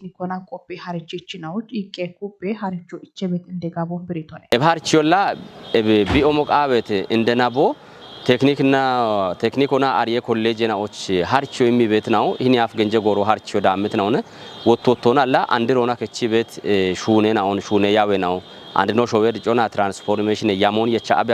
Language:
Kafa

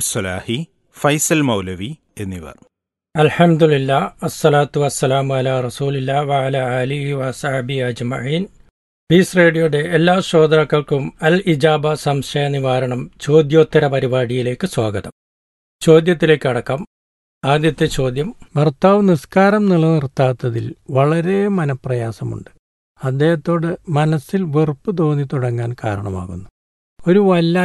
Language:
Malayalam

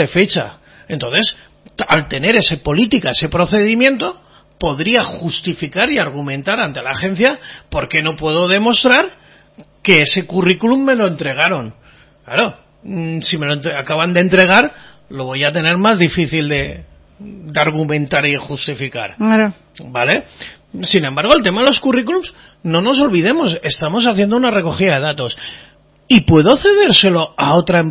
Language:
Spanish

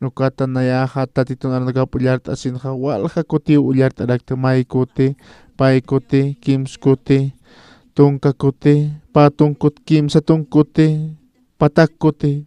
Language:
Aymara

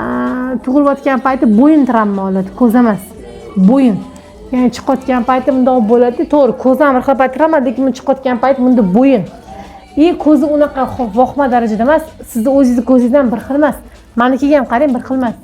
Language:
Uzbek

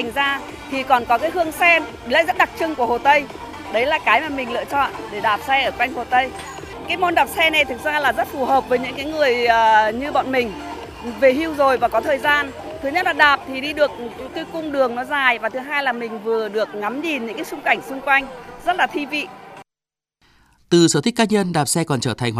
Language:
Vietnamese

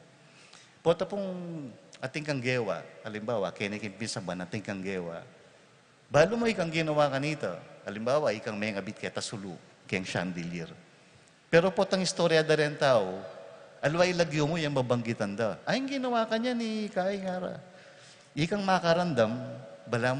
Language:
Pampanga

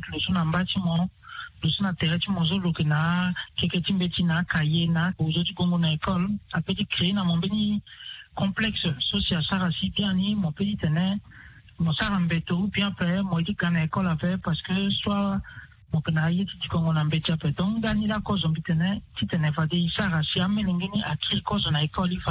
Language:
Sango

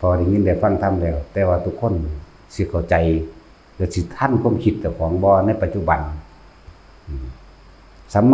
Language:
Lao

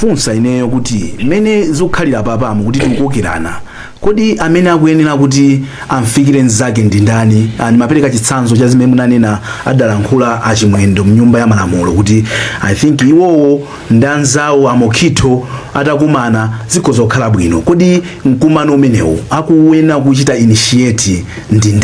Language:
Nyanja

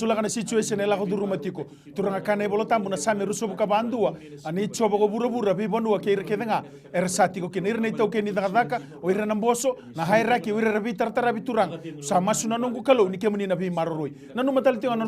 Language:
Fijian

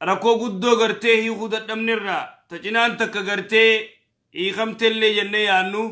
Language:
Oromo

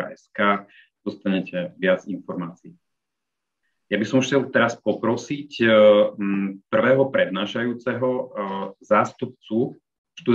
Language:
Slovak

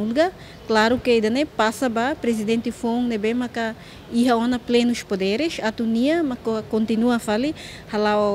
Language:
Tetum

